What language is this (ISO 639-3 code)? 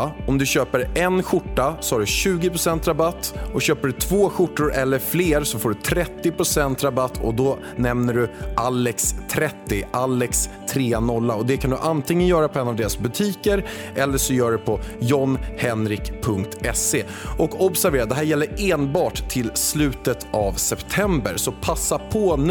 swe